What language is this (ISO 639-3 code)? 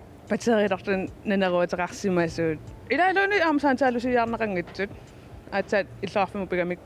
kal